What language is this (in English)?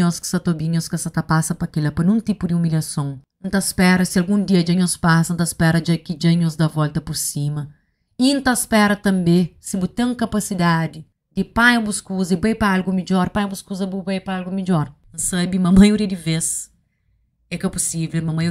Kabuverdianu